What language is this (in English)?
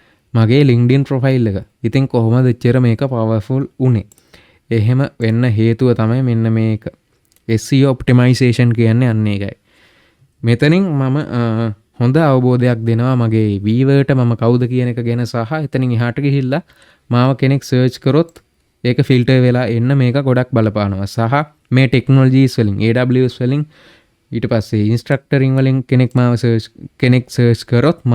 Sinhala